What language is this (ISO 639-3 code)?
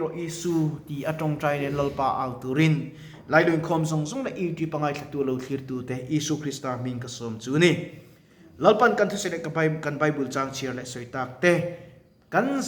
lus